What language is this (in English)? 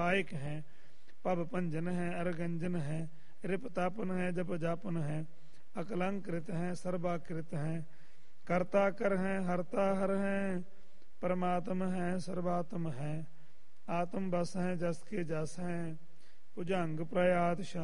Punjabi